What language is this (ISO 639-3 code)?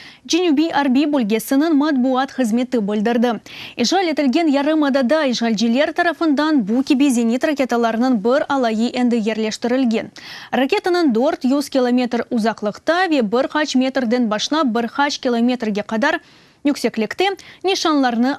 crh